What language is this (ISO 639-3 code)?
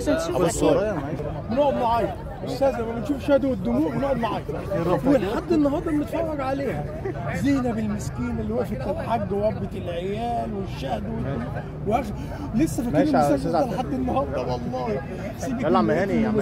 arz